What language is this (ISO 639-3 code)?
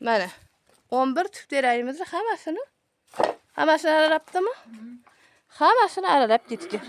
uzb